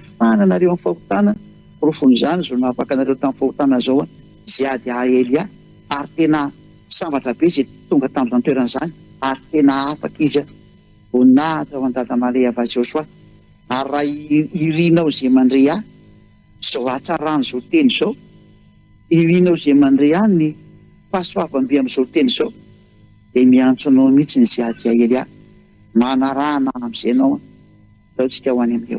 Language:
Malagasy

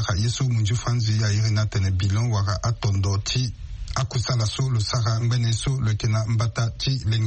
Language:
Sango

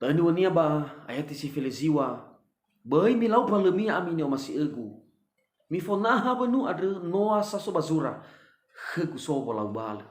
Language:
Nias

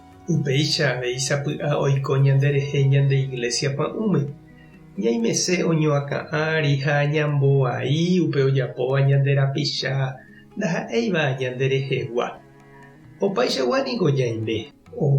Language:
Guarani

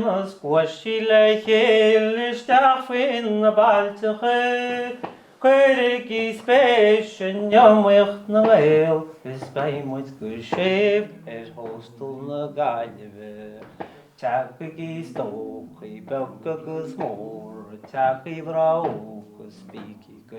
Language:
Irish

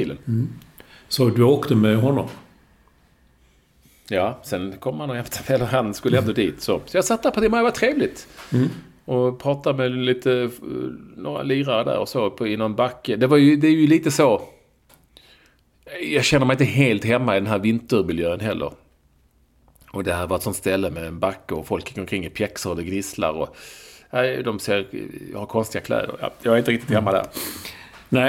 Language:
Swedish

